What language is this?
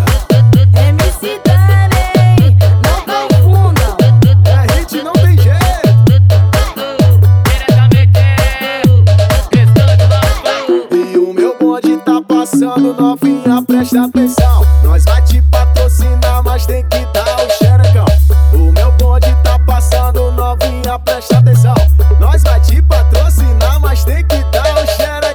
Portuguese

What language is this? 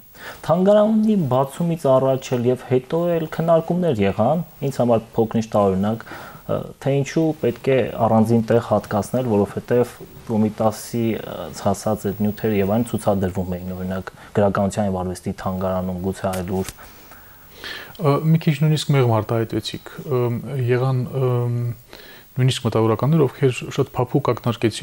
Armenian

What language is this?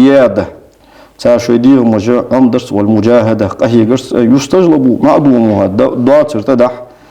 Ingush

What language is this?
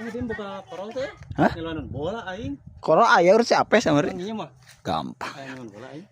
Sundanese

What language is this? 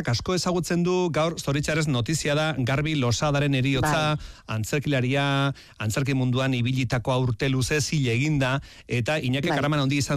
Basque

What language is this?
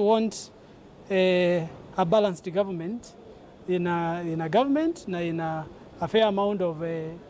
Kamba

